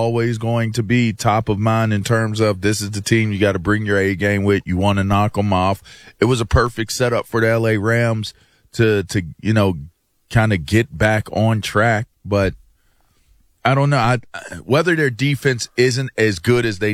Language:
English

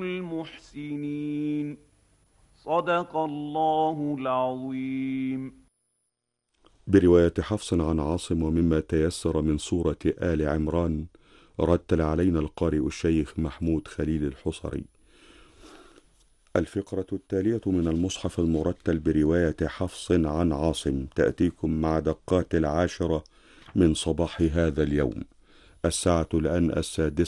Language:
Arabic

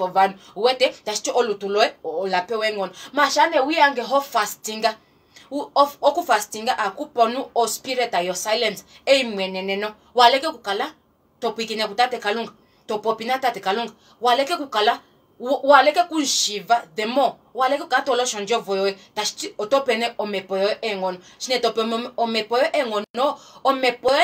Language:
Kuanyama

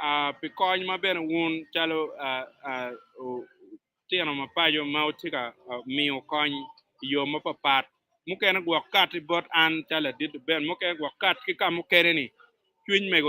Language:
Acoli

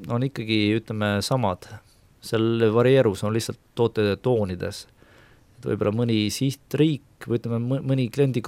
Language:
Estonian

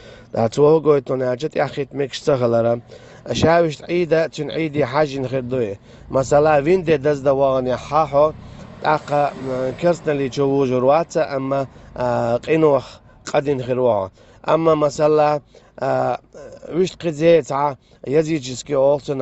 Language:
Chechen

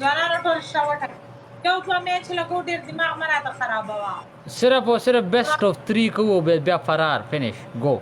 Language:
Pashto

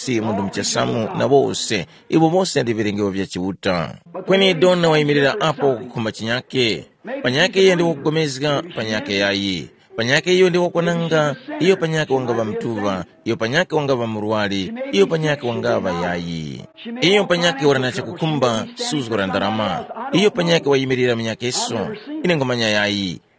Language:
Tumbuka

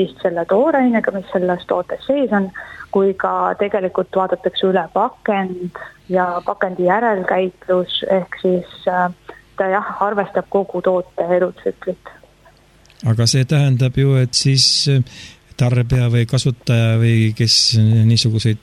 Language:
Estonian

